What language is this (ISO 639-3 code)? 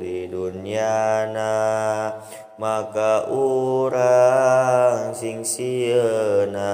sun